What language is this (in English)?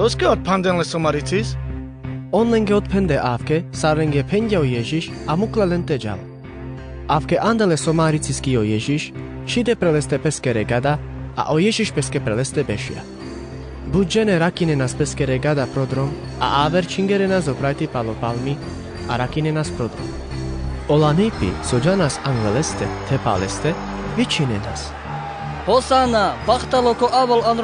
Carpathian Romani